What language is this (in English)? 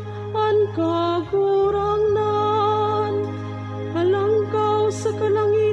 Bikol